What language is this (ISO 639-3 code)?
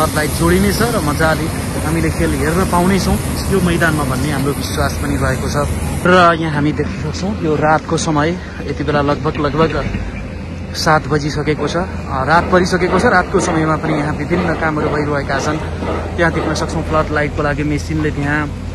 nep